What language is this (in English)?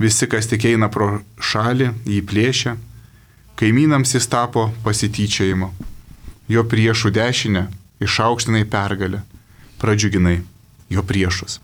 Lithuanian